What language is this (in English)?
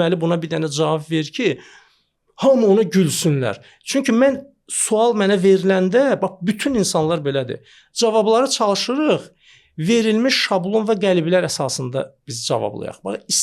Azerbaijani